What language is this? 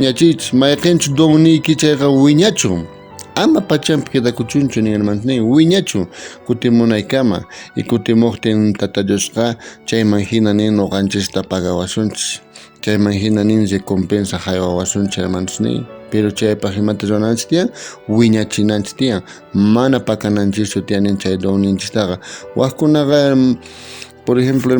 South Bolivian Quechua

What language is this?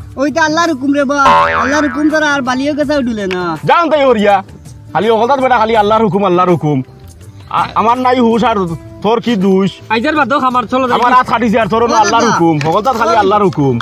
Sylheti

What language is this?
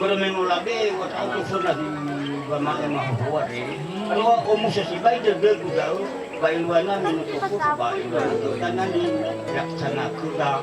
Nias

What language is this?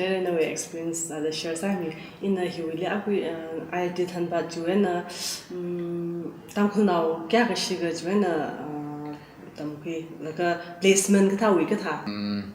Tangkhul Naga (India)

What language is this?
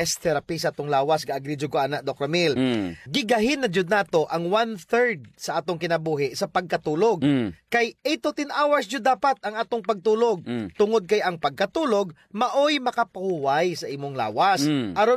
Cebuano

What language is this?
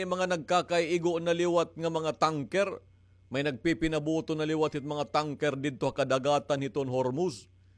Waray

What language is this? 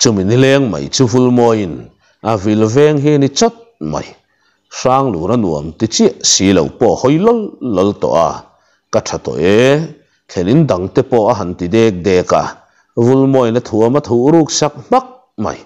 Mizo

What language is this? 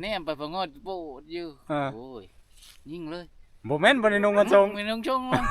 Northeastern Thai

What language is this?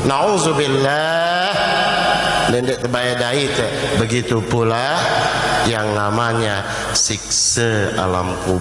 Sasak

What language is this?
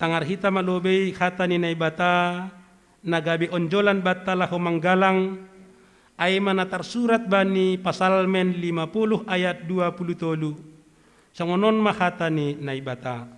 Batak Simalungun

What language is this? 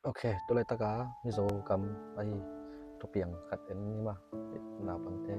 Tedim Chin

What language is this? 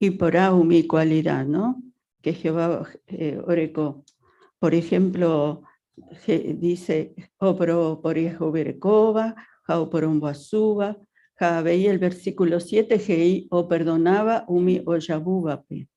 Guarani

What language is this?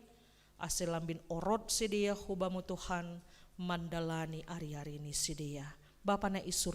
Batak Simalungun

